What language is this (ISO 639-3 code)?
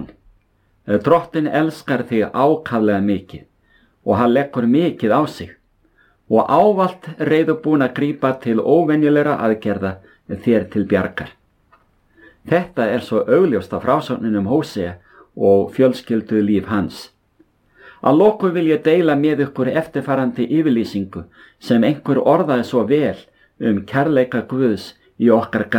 isl